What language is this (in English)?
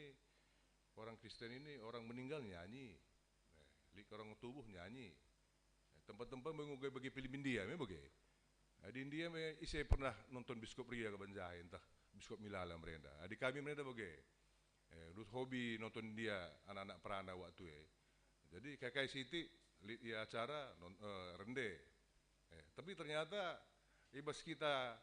Batak Karo